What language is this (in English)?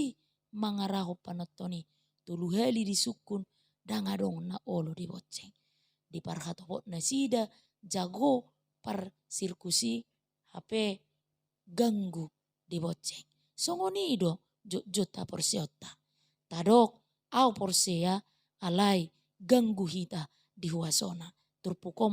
Batak Toba